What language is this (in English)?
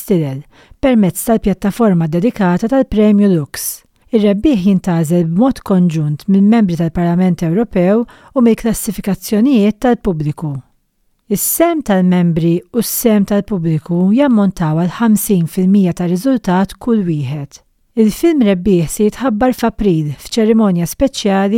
Maltese